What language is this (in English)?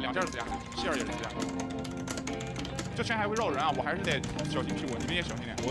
Chinese